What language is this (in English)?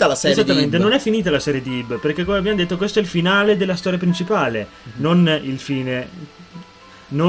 Italian